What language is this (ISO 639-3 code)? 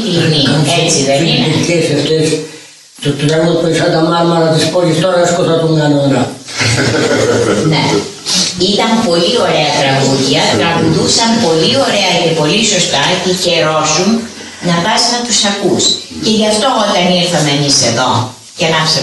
ell